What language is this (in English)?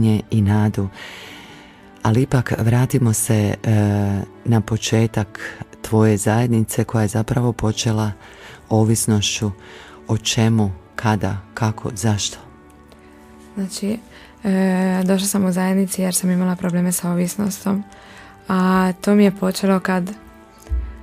Croatian